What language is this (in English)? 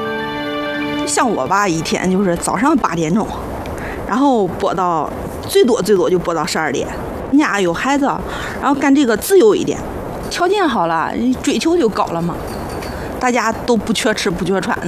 Chinese